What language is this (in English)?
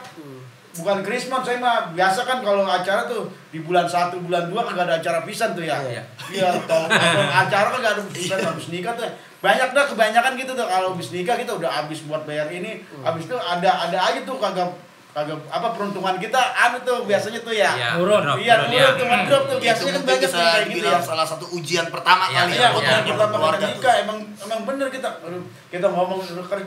Betawi